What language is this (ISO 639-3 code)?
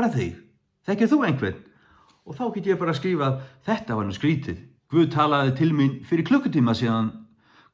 fao